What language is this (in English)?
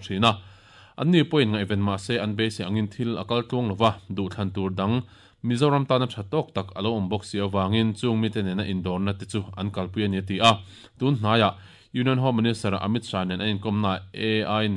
Mizo